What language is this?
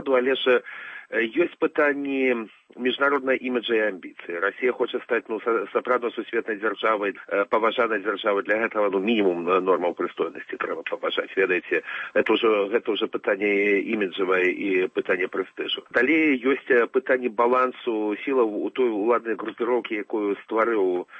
Belarusian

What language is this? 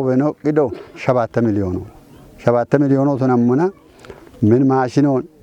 Kafa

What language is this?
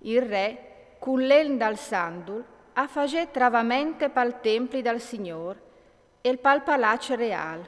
Friulian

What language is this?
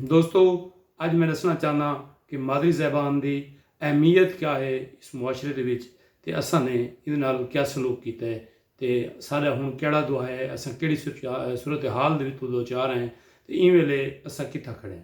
Saraiki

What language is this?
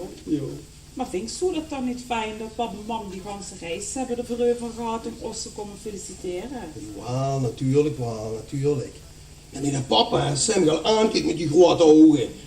Limburgish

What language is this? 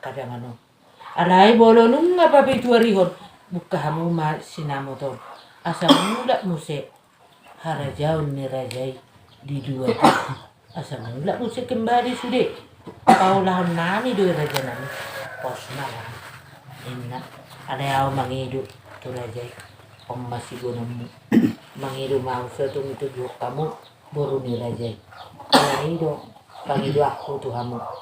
Batak Toba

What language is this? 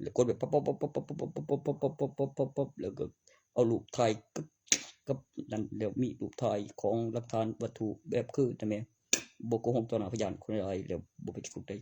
Northeastern Thai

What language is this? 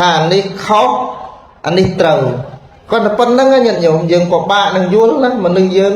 Khmer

